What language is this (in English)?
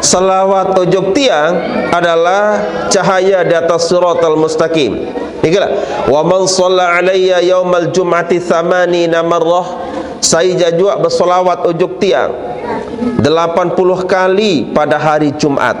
Sasak